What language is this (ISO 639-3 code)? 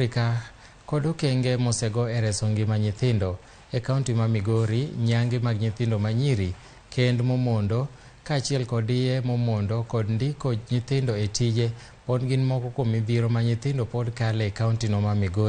luo